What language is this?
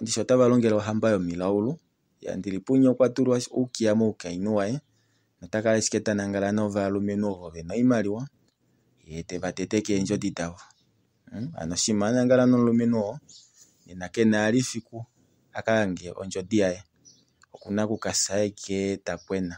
Kuanyama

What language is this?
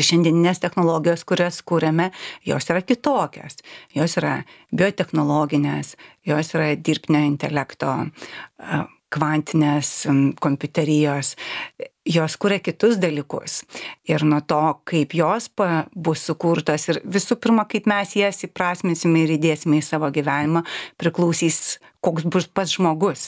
Lithuanian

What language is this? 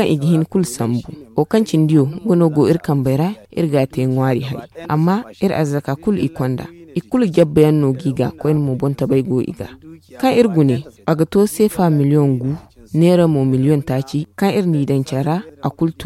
Zarma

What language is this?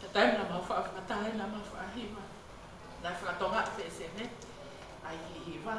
Tongan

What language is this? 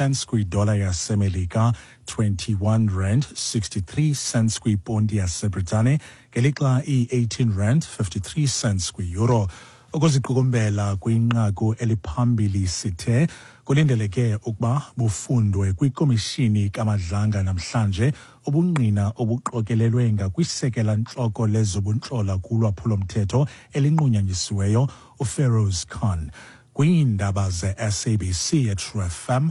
Xhosa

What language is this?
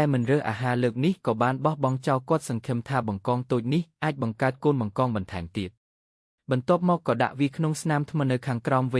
Khmer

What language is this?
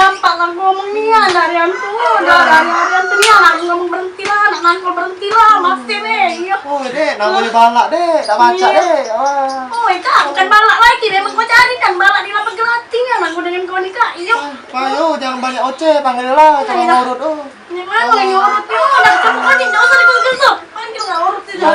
Musi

